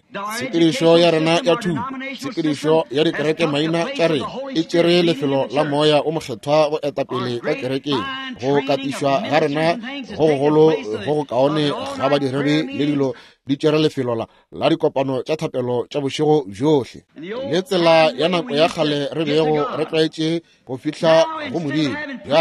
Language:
Northern Sotho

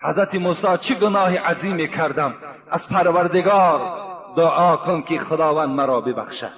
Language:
Tajik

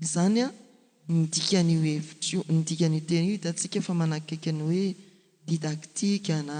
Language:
Malagasy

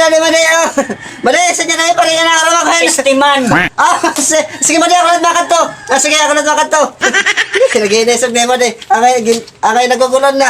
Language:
Waray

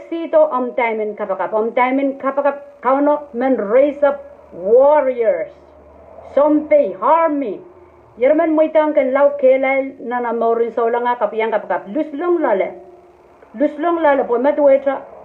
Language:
Pohnpeian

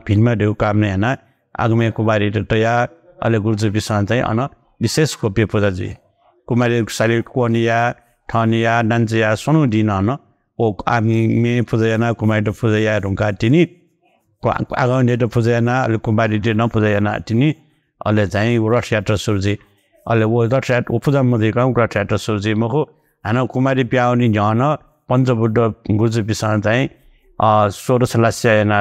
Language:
Newari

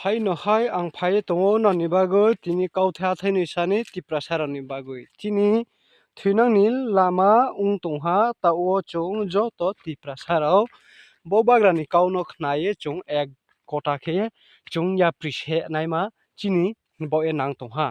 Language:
Riang (India)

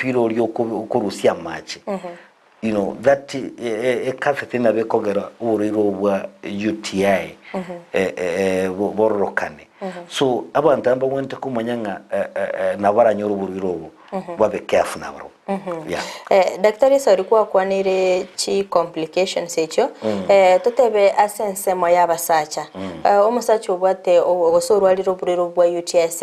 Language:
Gusii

